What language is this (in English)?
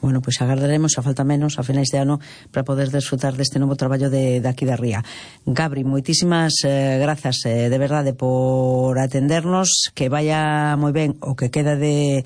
Galician